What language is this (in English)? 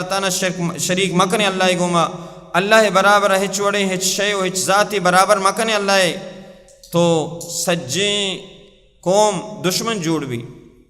Baluchi